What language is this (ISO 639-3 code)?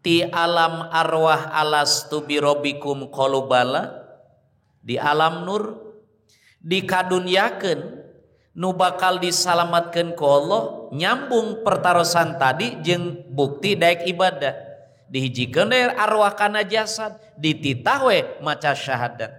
sun